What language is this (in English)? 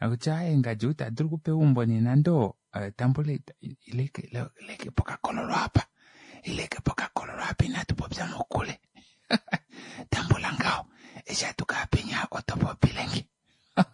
Kuanyama